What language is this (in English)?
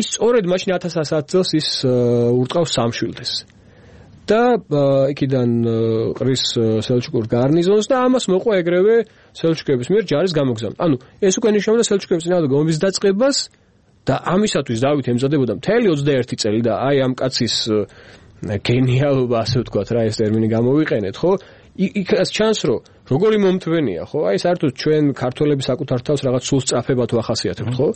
Georgian